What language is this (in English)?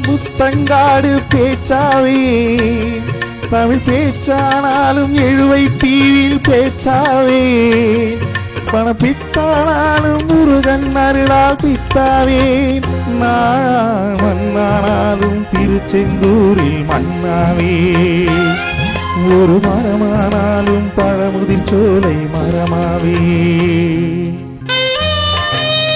Tamil